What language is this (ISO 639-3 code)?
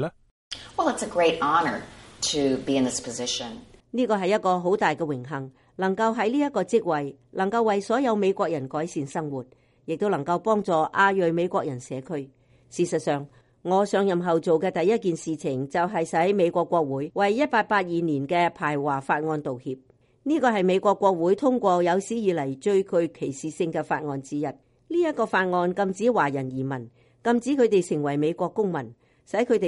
yue